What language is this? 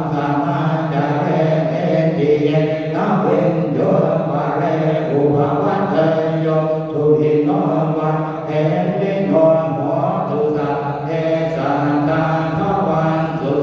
Pali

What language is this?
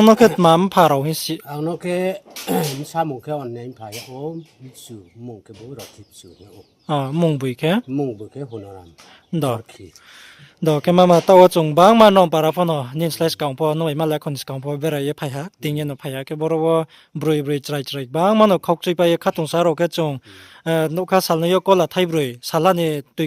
Riang (India)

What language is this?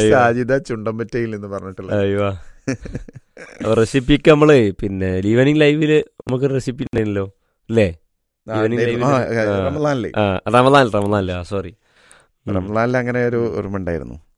Malayalam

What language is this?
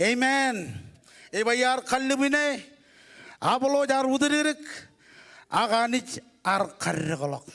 Marshallese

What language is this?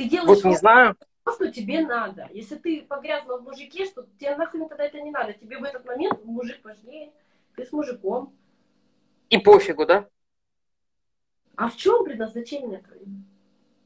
Russian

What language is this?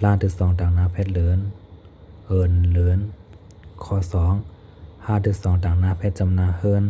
Shan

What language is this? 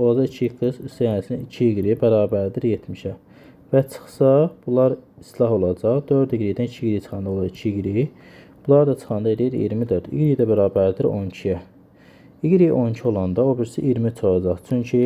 Azerbaijani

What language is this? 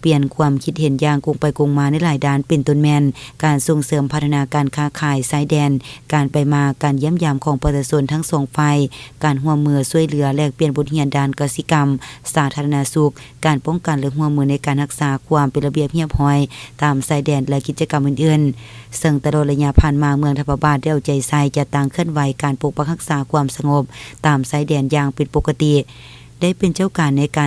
Lao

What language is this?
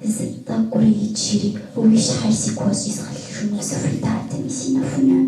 Kabardian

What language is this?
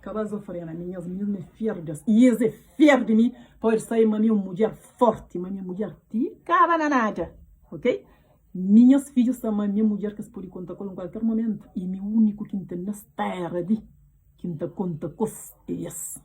Kabuverdianu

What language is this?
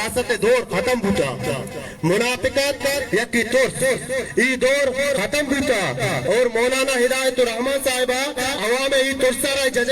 Baluchi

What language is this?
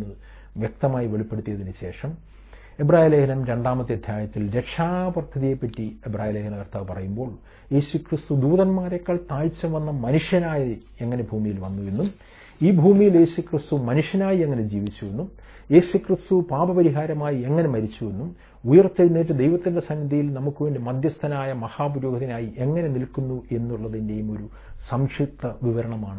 Malayalam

